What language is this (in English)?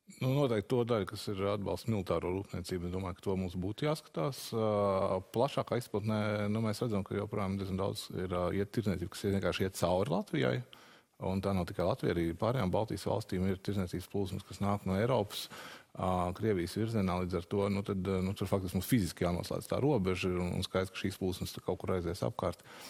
Latvian